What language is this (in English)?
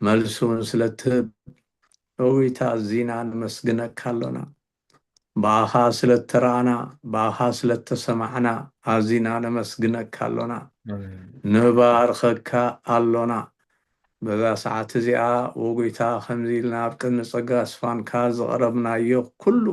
Tigrinya